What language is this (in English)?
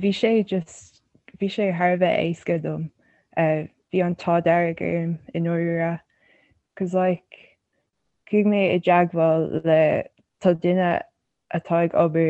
Irish